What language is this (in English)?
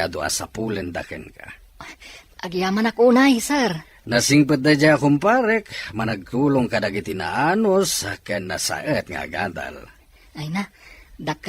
Iloko